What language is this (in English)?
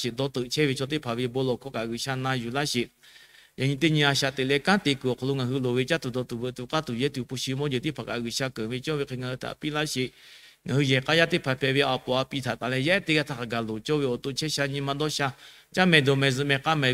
Lahu